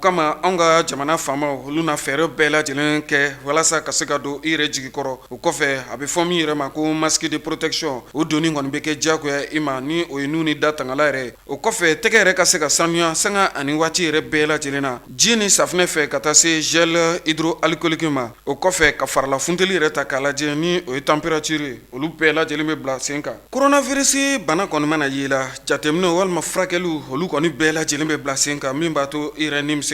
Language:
Bambara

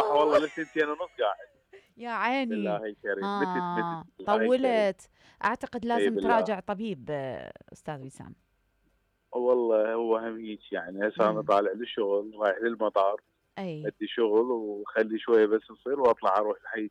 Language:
Mesopotamian Arabic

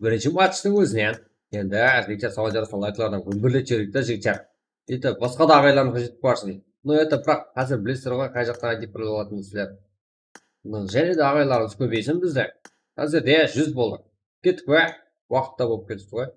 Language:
Kara-Kalpak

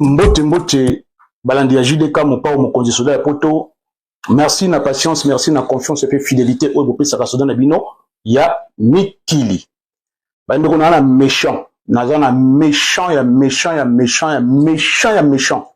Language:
Lingala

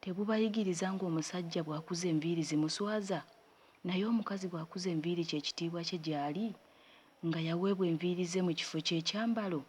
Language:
Ganda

